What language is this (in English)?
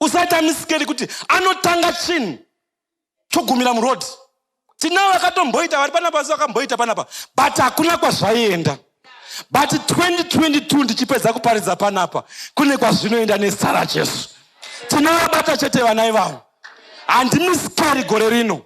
Shona